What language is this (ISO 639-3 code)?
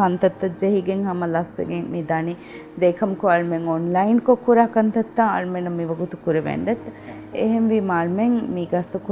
div